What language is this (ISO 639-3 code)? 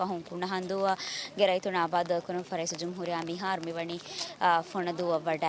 div